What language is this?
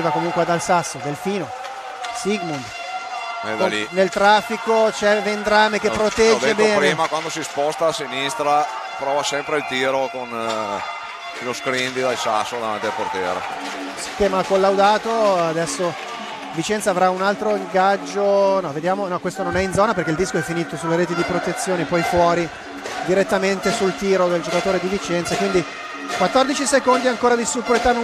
Italian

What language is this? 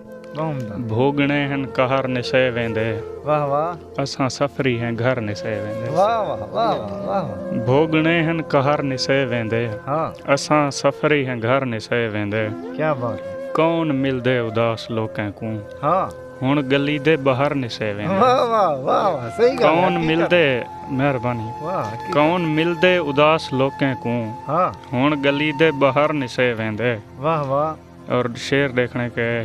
Saraiki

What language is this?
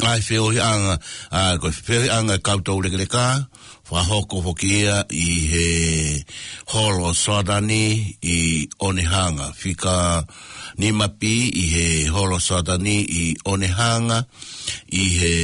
Tongan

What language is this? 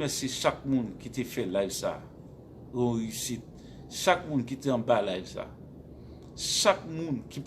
Haitian Creole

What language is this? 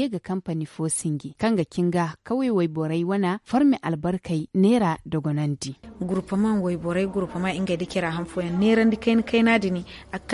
Zarma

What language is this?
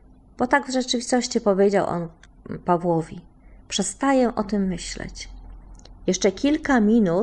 Polish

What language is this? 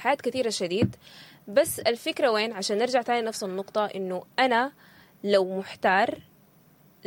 Sudanese Arabic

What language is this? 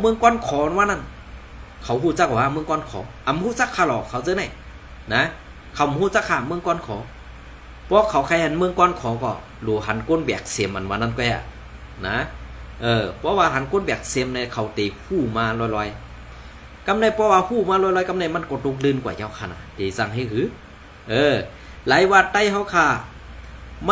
Shan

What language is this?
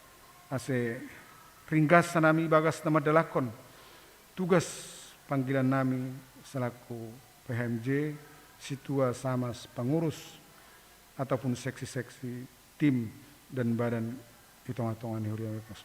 Batak Simalungun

